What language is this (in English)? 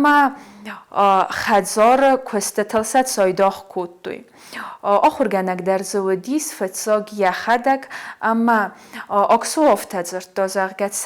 Ossetic